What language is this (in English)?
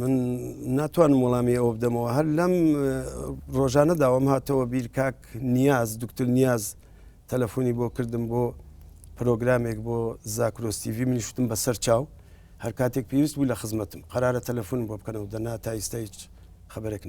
Central Kurdish